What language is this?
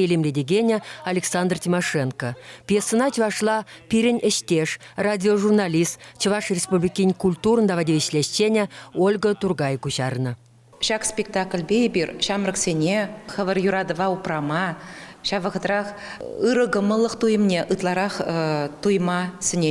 Chuvash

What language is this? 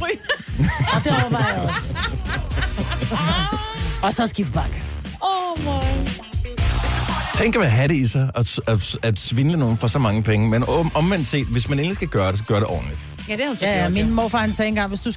Danish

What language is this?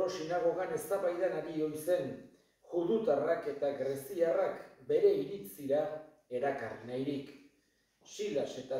Basque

